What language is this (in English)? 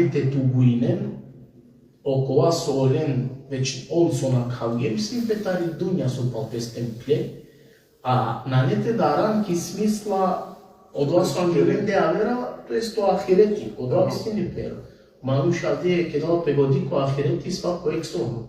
Balkan Romani